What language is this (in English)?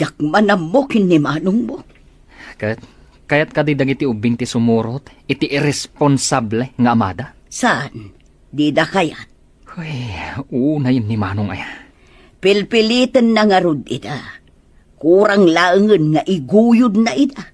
Iloko